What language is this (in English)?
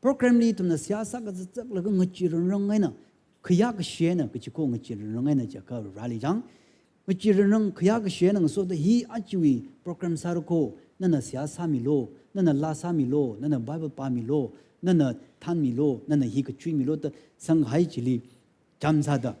Tangkhul Naga (India)